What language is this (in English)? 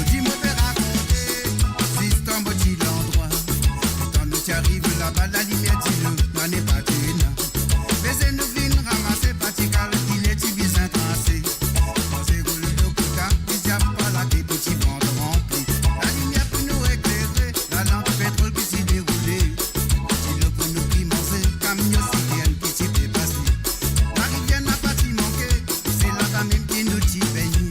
Morisyen